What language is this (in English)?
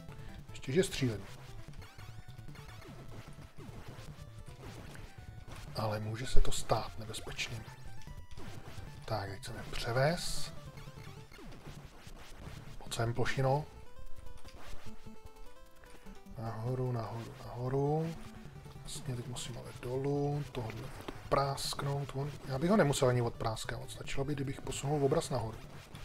Czech